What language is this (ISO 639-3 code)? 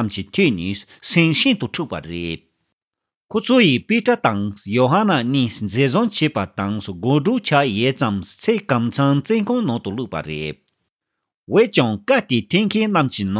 bod